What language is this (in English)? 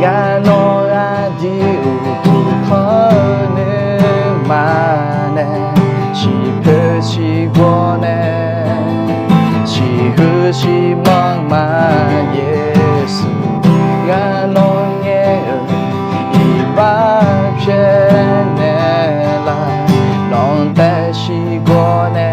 Akha